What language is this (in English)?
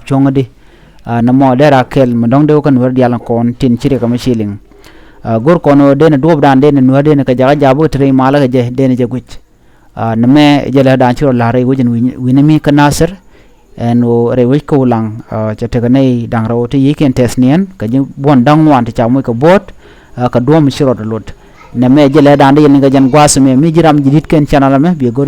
Nuer